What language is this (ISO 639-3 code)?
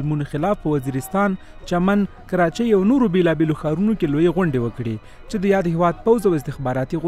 pus